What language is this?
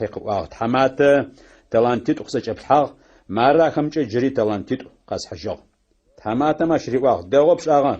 Adyghe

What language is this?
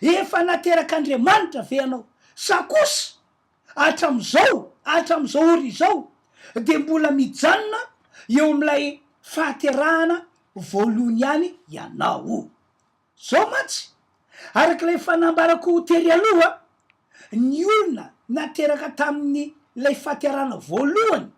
Malagasy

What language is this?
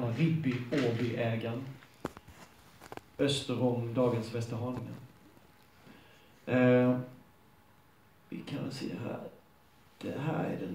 Swedish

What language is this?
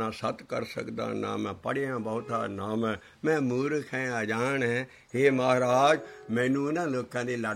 Punjabi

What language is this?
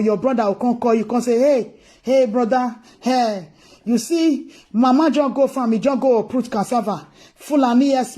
Nigerian Pidgin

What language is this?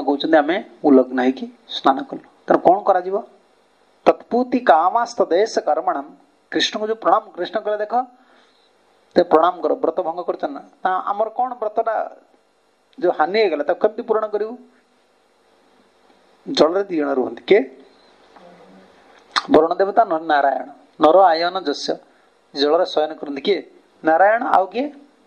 Odia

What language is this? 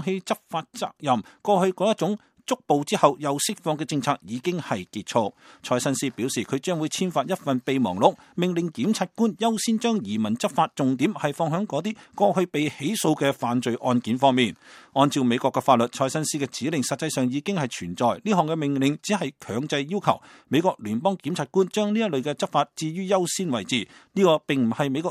Cantonese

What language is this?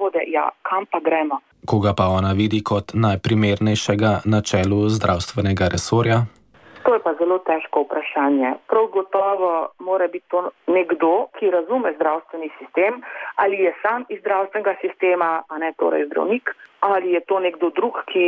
Slovenian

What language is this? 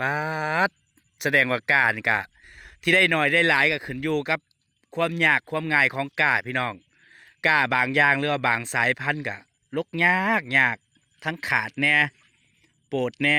Northeastern Thai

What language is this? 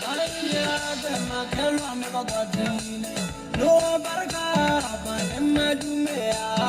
Venda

